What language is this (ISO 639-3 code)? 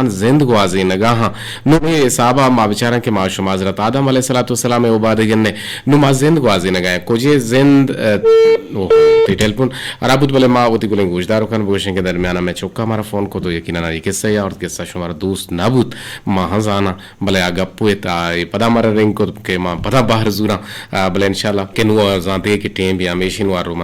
bgp